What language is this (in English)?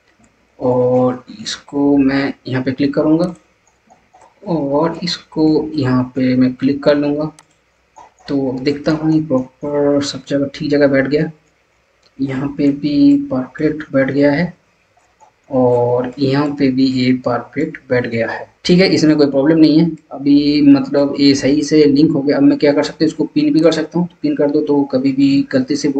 Hindi